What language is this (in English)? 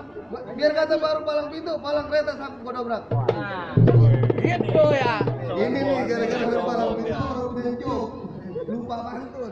Betawi